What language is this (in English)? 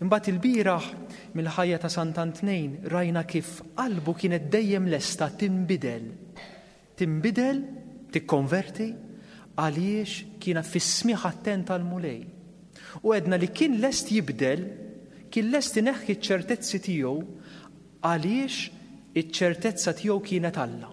Maltese